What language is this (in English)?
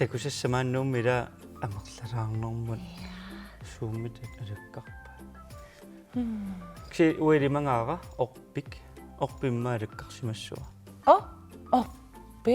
Kalaallisut